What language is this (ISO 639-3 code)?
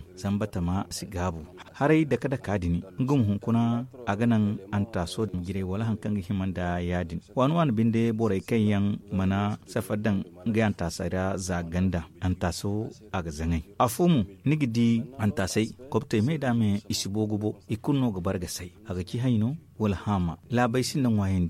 dje